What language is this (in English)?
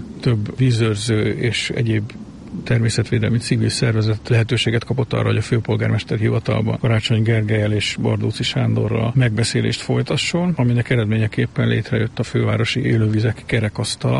Hungarian